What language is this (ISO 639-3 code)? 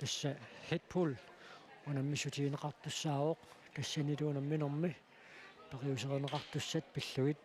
kal